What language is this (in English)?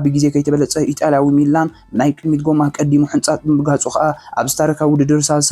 Tigrinya